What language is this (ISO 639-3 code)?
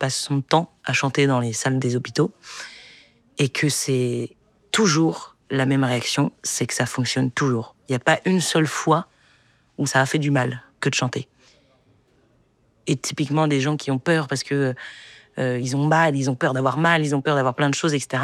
fra